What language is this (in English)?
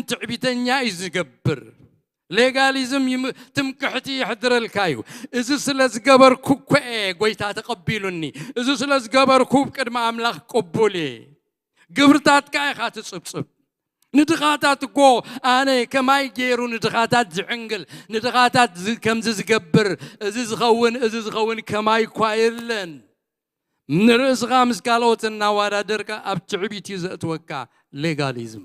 Tigrinya